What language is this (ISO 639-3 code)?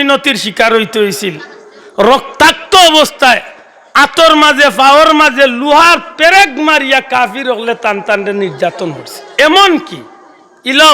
syl